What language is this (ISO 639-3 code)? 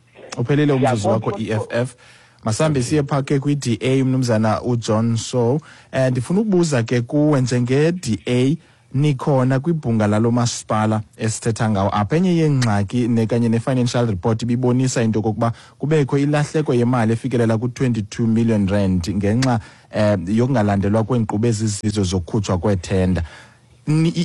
xho